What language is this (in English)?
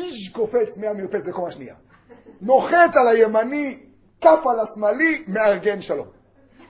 Hebrew